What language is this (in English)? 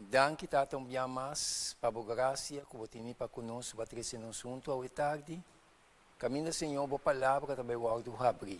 Papiamento